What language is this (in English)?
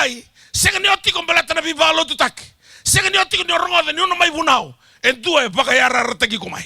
Fijian